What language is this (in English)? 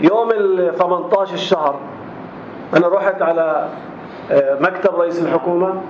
North Levantine Arabic